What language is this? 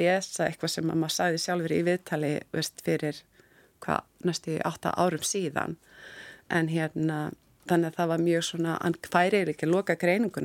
Icelandic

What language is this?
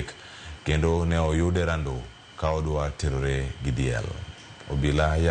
Luo (Kenya and Tanzania)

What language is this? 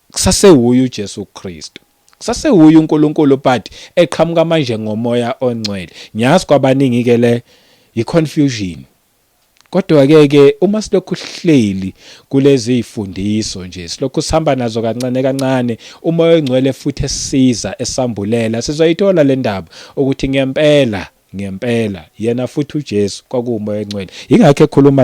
Zulu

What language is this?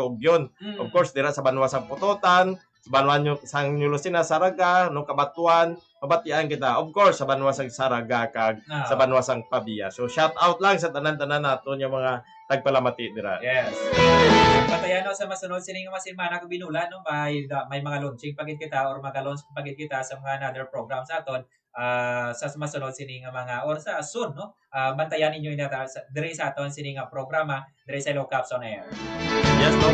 Hiligaynon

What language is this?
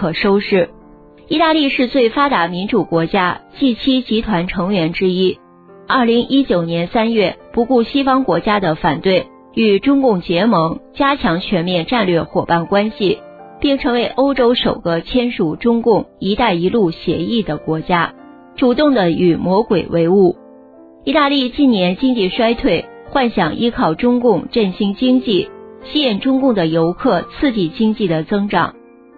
Chinese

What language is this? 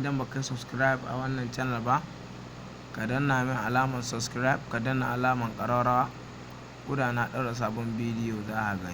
Hausa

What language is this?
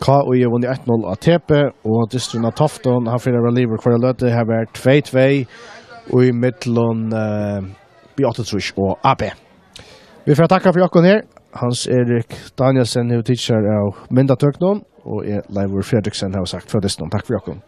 Faroese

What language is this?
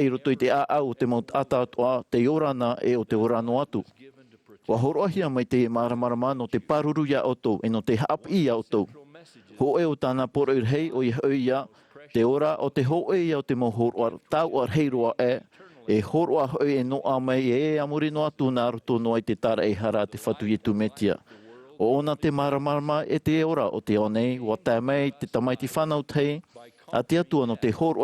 Tahitian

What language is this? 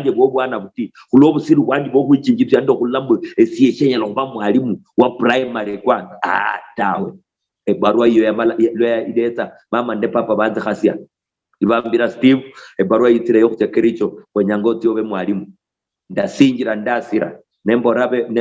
Luyia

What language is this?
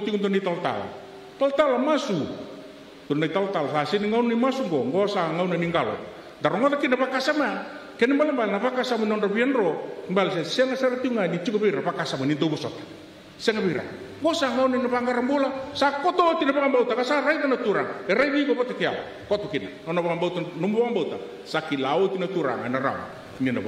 Fijian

